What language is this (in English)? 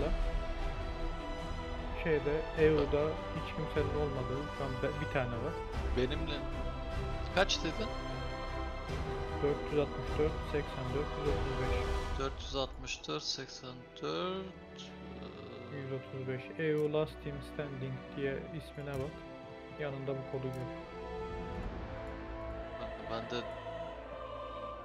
Turkish